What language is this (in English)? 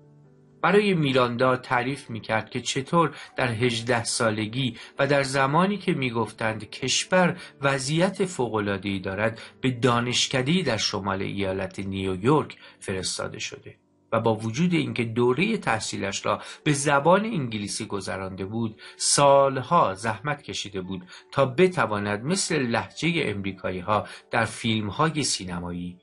Persian